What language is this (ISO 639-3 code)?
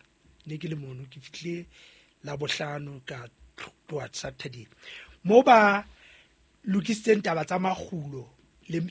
sot